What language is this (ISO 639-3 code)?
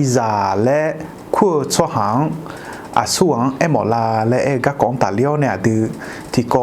ahk